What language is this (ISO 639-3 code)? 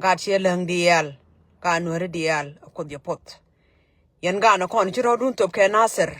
nus